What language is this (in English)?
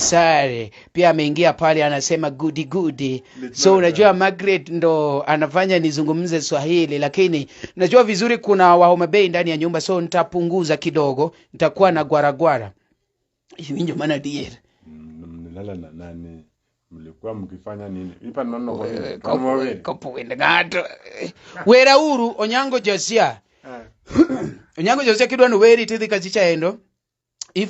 Luo (Kenya and Tanzania)